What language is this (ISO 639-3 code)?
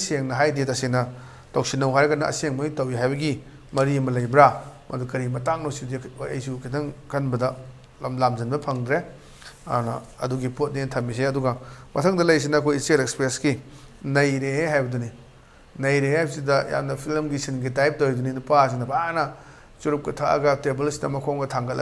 mni